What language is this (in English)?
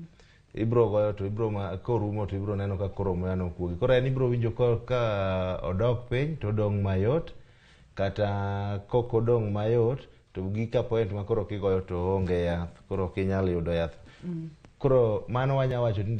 Luo (Kenya and Tanzania)